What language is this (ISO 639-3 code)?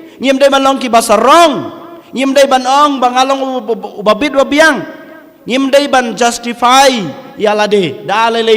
kha